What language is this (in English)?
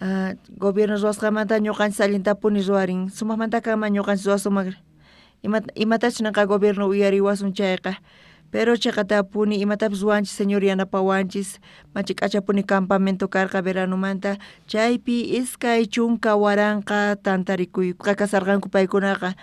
South Bolivian Quechua